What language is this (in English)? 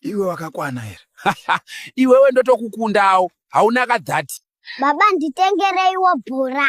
Shona